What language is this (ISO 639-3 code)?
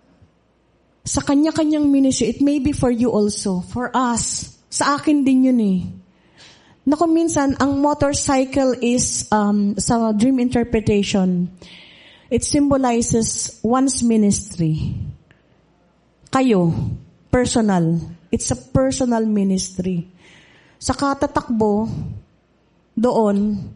fil